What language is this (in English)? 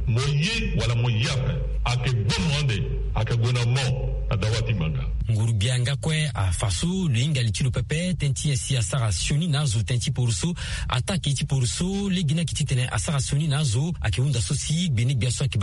Sango